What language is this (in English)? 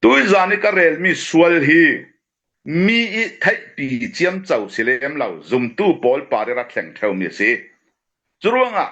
Falam Chin